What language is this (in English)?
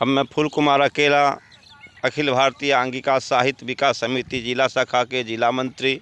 Angika